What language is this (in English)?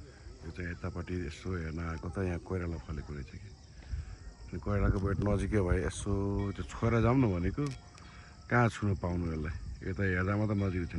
Nepali